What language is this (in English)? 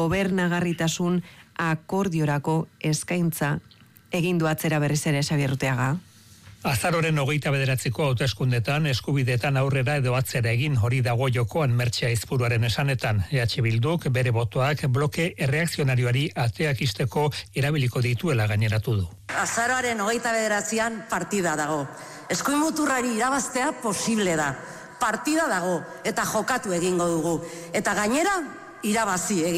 Basque